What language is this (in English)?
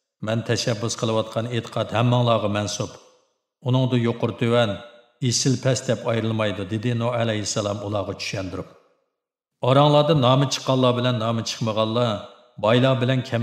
Uyghur